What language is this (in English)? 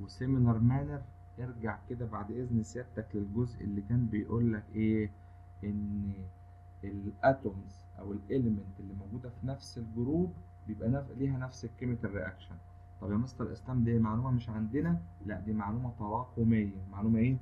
Egyptian Arabic